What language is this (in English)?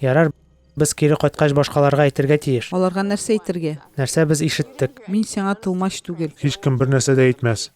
Tatar